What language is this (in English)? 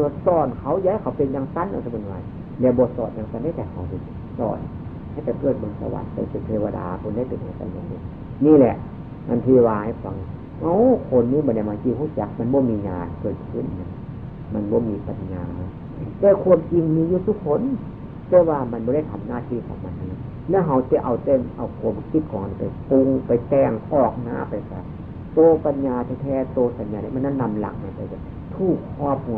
Northeastern Thai